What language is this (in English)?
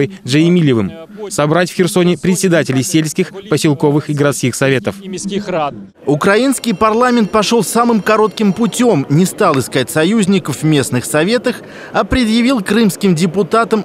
Russian